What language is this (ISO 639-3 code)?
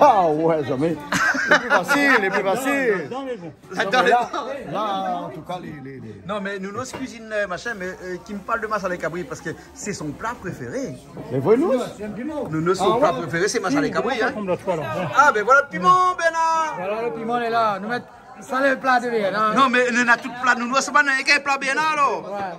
rcf